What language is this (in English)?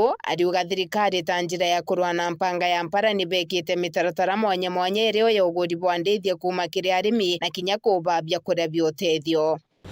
Meru